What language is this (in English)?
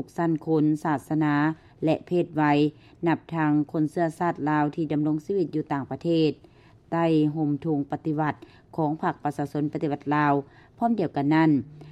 Lao